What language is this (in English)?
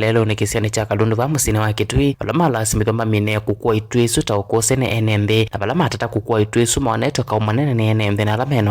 Kamba